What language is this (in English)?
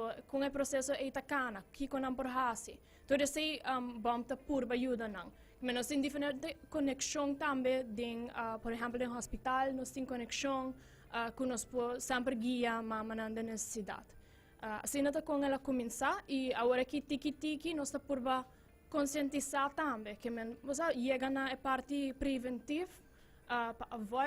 Papiamento